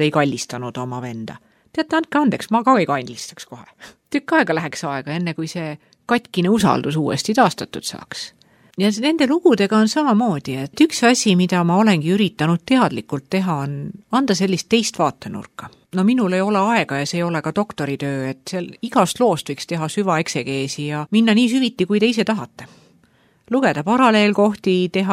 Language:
Estonian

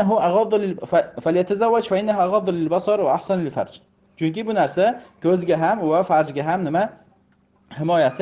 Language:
Uzbek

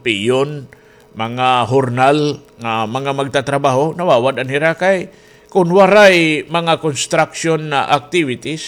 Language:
Waray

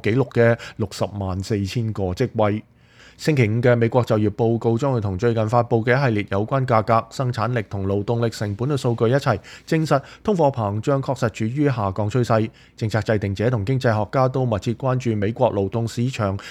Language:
Cantonese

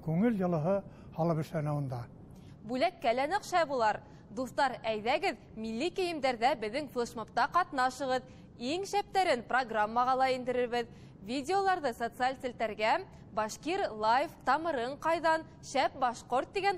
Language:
Bashkir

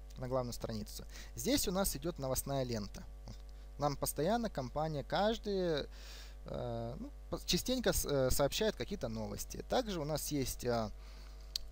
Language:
Russian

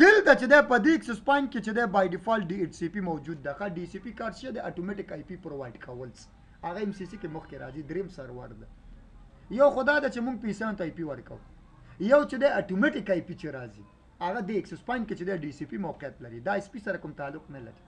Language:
Pashto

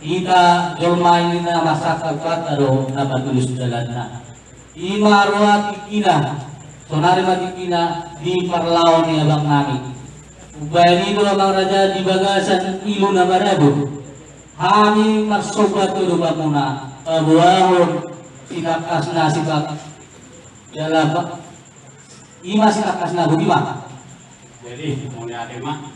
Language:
Batak Toba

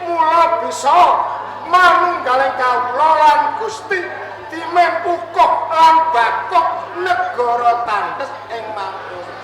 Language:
Javanese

